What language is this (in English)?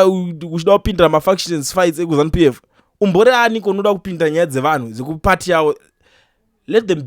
Shona